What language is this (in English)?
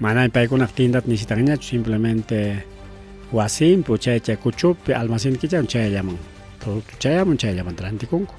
Ayacucho Quechua